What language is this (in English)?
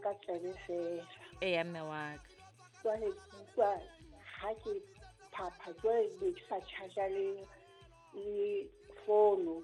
Southern Sotho